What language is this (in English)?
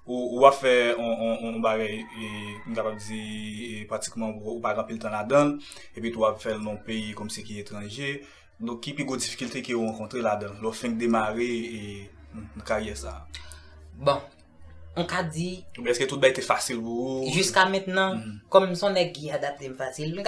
Haitian Creole